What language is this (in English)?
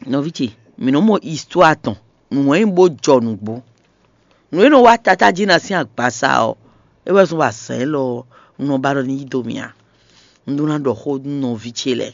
Fon